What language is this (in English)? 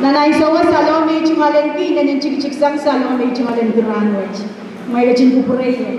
Pohnpeian